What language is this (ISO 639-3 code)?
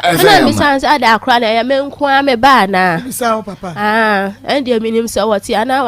aka